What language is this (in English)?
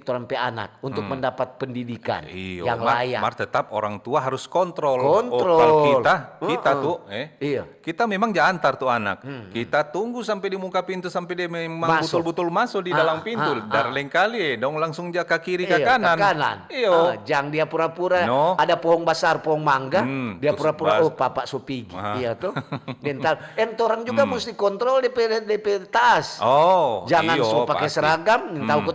Manado Malay